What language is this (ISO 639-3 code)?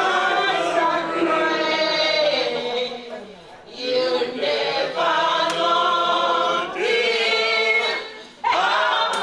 ton